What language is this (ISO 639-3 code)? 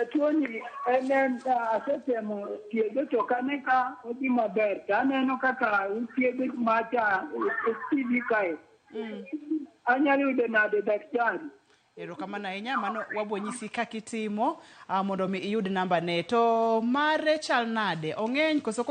luo